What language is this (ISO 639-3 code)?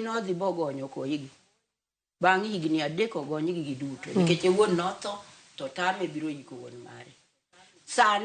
luo